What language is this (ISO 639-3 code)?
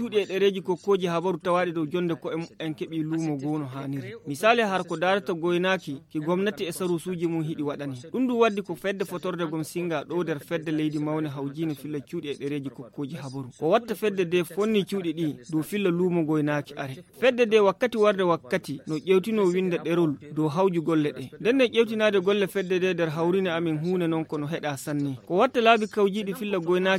ful